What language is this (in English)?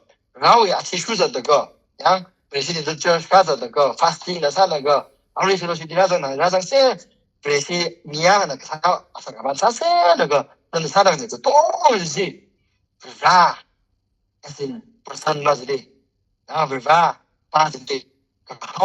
Tangkhul Naga (India)